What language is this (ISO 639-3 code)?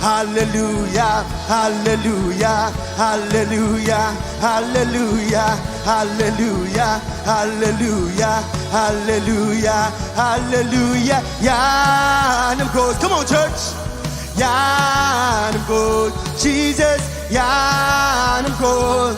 mah